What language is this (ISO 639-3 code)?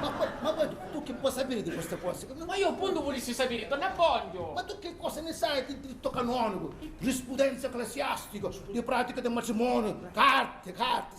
scn